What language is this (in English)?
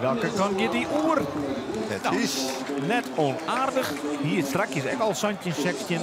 Western Frisian